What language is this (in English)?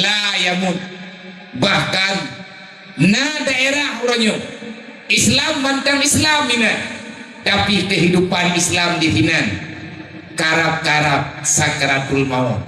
Achinese